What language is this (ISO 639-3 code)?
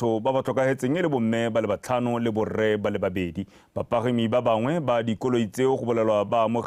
tsn